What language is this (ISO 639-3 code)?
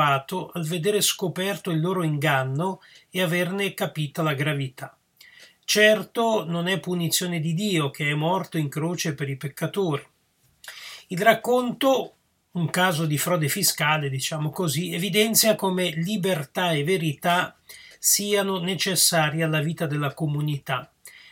ita